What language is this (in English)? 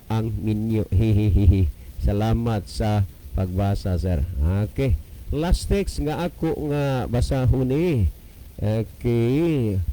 Cebuano